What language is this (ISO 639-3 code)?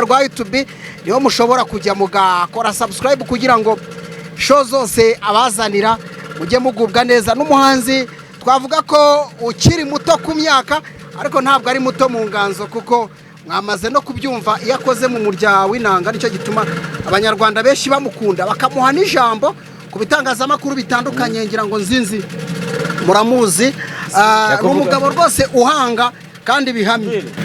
kin